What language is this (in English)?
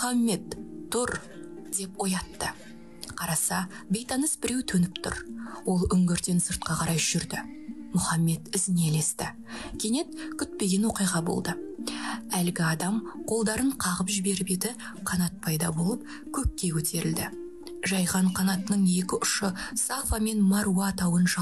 Kazakh